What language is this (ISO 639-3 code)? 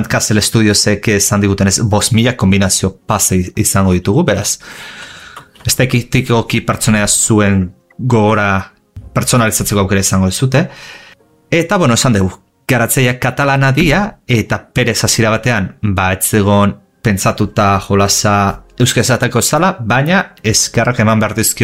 eus